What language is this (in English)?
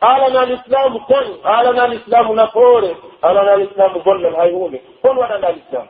Pular